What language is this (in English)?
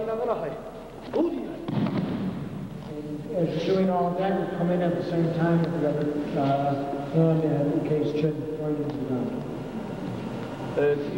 Japanese